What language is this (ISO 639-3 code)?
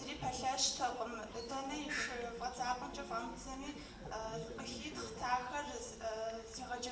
kbd